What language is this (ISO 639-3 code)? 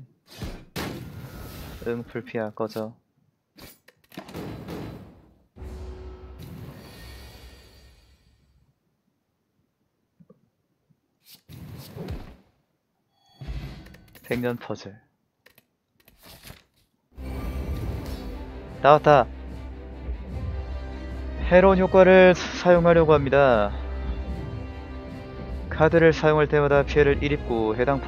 kor